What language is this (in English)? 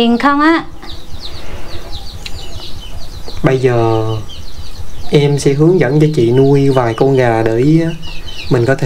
Vietnamese